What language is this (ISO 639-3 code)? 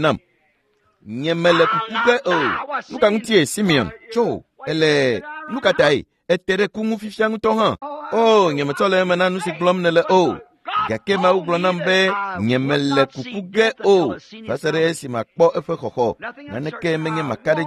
ewe